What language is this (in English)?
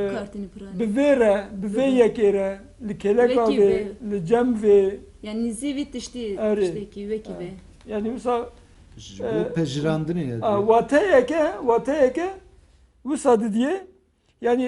Kurdish